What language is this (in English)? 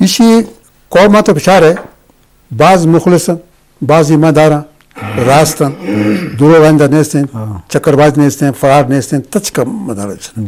Eastern Balochi